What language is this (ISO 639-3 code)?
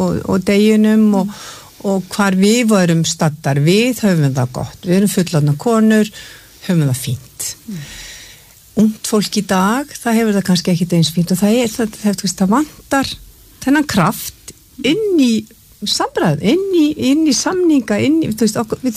isl